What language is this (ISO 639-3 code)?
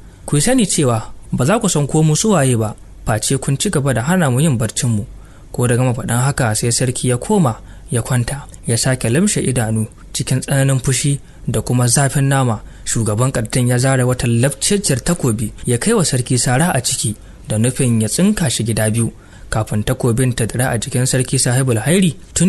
hau